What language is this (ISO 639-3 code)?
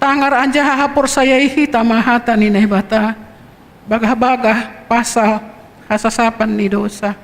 bts